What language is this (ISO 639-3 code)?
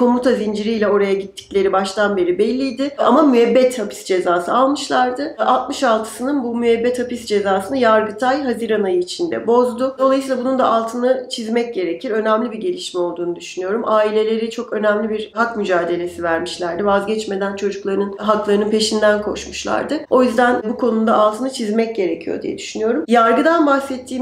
tur